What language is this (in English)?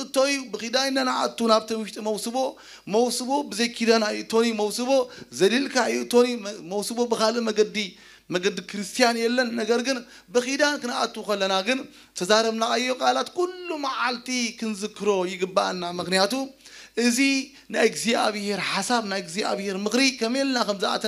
Tigrinya